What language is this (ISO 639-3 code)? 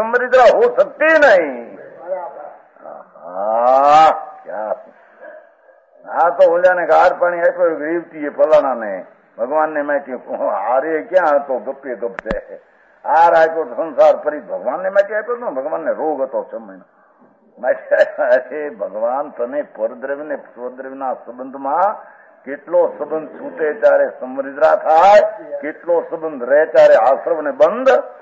guj